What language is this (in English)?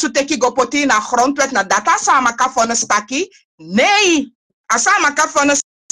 Sranan Tongo